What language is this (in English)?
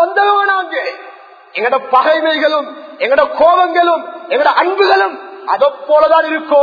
Tamil